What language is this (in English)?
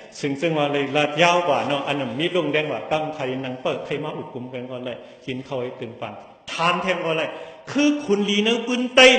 Shan